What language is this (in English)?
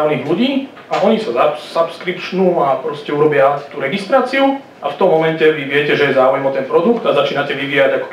Slovak